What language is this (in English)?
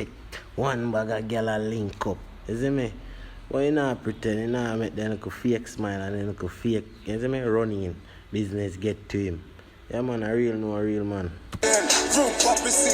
Jamaican Creole English